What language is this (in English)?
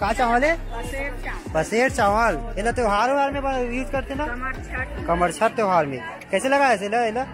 Chhattisgarhi